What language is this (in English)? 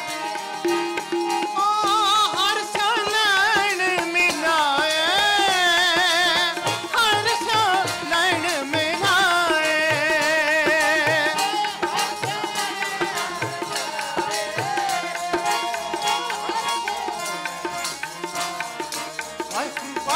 Hindi